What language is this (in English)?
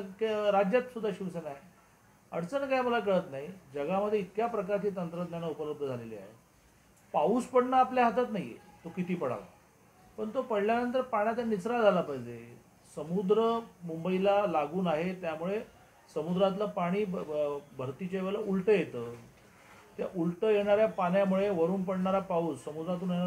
Marathi